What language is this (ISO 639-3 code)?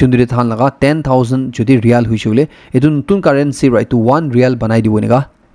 nag